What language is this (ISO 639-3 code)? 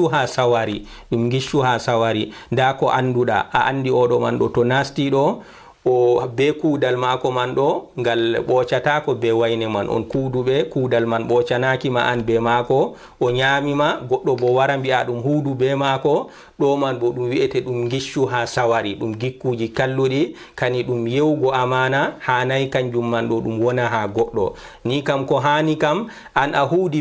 ful